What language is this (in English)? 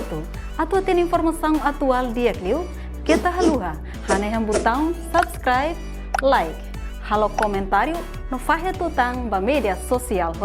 Tetum